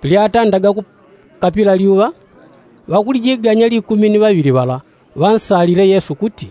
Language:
Yao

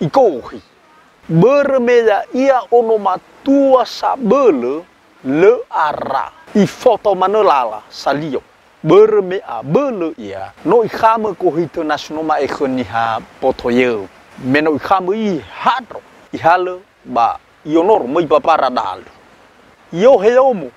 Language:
Nias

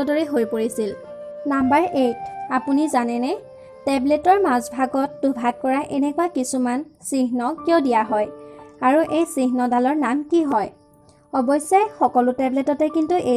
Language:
Assamese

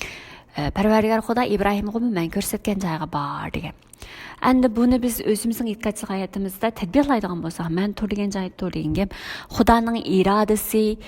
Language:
Uyghur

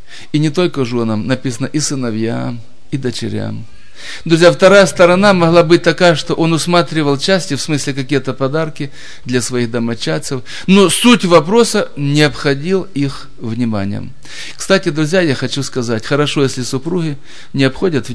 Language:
Russian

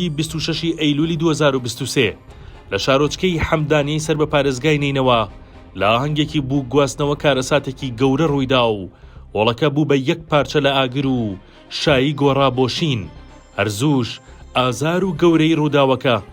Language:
Central Kurdish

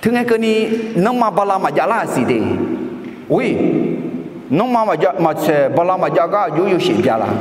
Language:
Akha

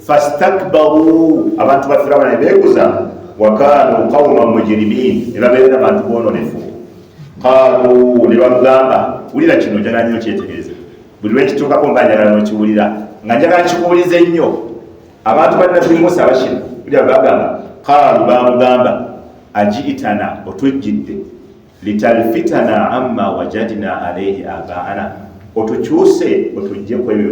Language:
Ganda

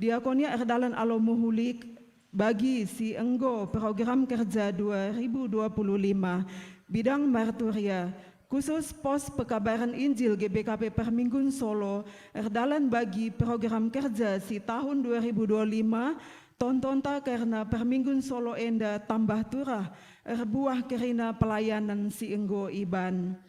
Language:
Batak Karo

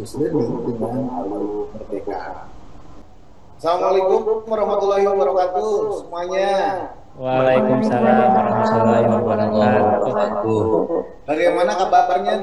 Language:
Indonesian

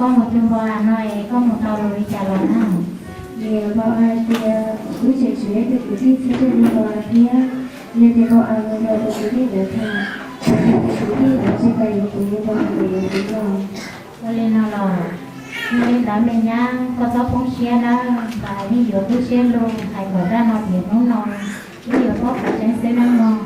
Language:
Hmong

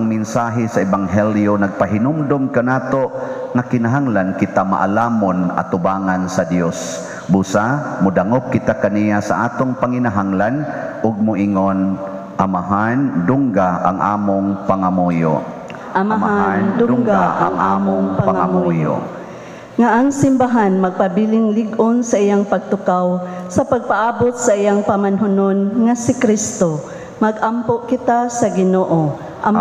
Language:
Cebuano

